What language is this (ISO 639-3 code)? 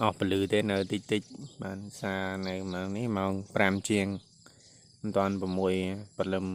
khm